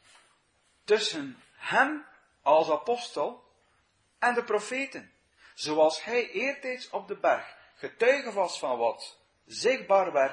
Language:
Dutch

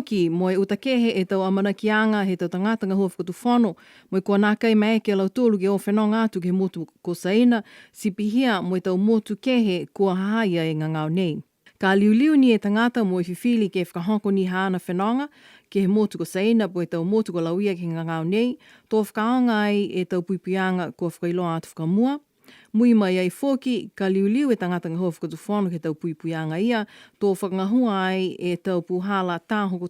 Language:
Niuean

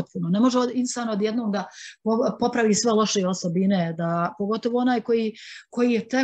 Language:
Bosnian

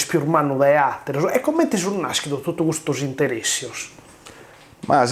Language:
Sardinian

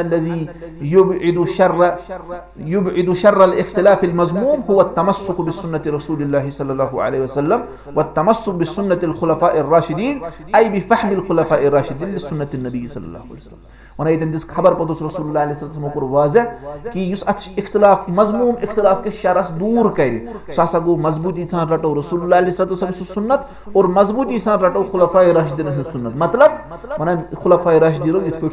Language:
Kashmiri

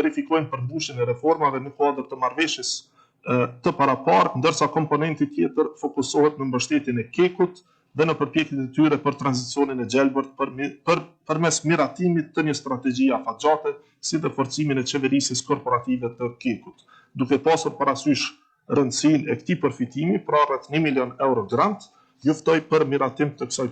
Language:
Albanian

